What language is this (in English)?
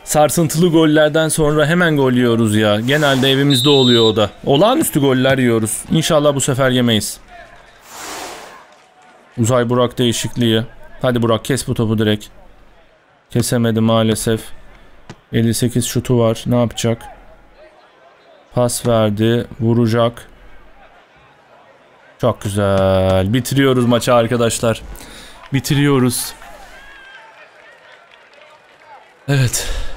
Turkish